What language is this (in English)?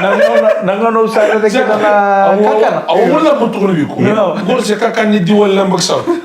Fijian